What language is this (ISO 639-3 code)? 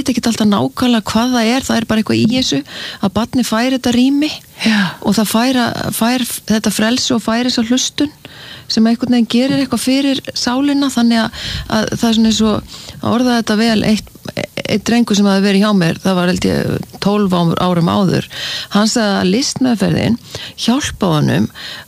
isl